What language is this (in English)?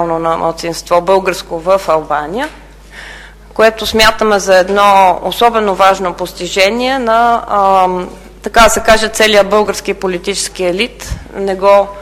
Bulgarian